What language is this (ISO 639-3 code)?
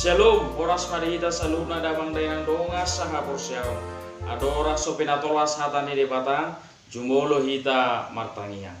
bbc